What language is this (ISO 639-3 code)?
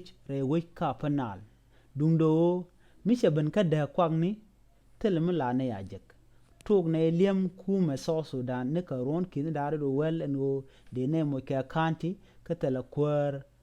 nus